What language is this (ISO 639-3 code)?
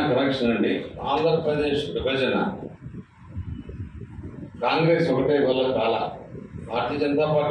tel